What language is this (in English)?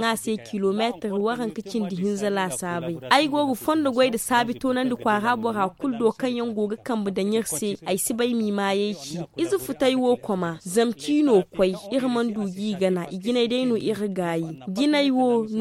Zarma